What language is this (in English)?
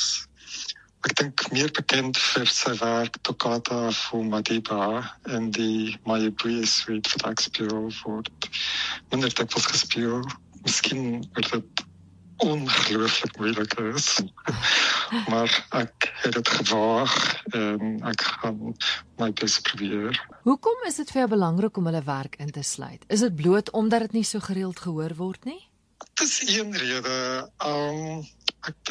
Afrikaans